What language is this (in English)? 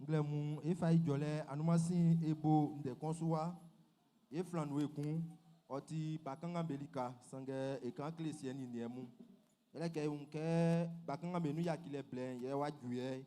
Baoulé